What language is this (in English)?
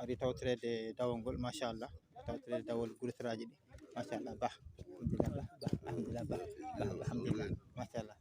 Fula